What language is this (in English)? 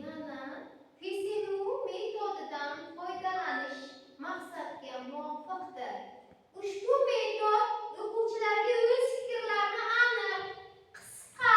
Uzbek